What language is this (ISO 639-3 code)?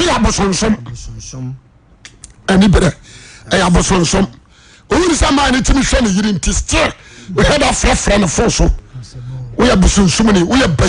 aka